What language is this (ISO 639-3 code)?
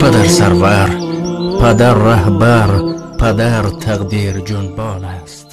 tgk